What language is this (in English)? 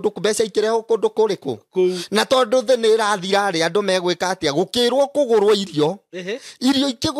Kikuyu